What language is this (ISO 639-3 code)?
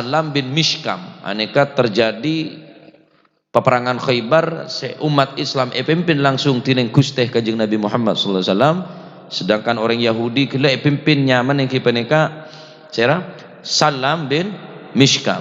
mad